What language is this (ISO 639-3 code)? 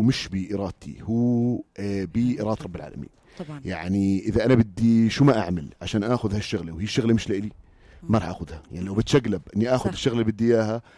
apc